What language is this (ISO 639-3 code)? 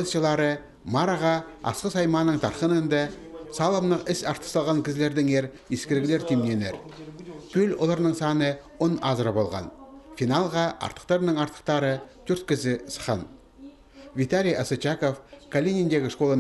kjh